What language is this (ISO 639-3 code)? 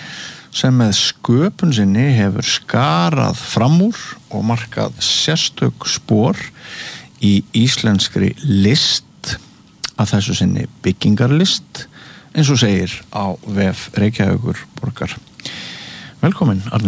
isl